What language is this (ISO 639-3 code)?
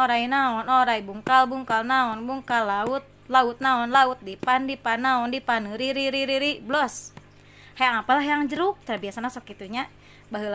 sun